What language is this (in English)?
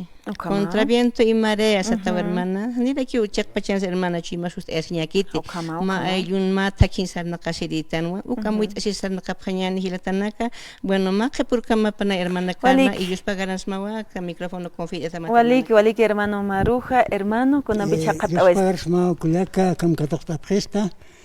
Aymara